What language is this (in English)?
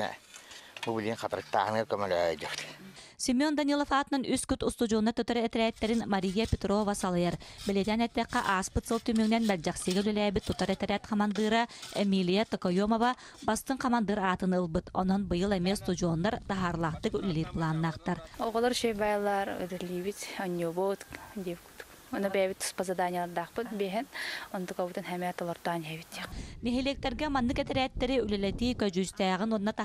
Yakut